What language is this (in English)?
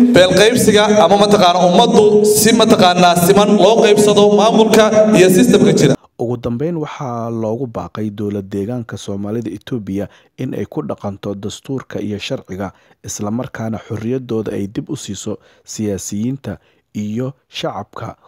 Somali